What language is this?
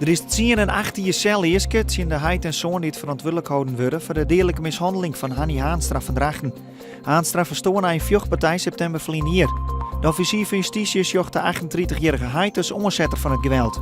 Western Frisian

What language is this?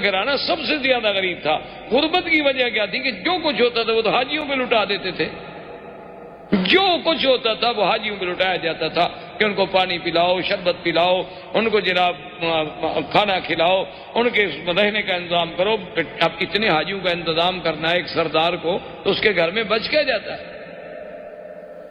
Urdu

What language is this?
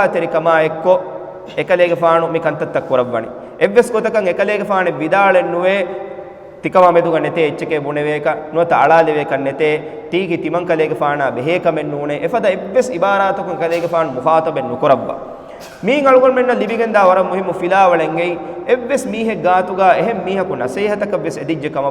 Divehi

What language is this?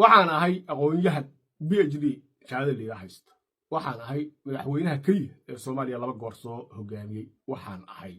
Somali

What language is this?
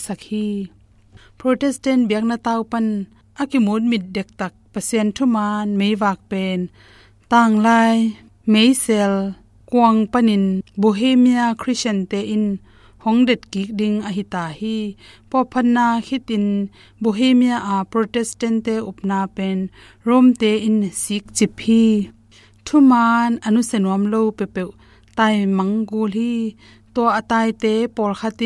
Tedim Chin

